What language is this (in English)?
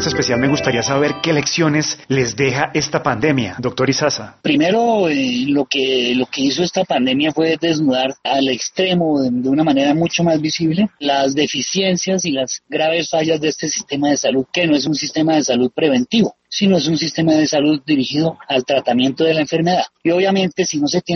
Spanish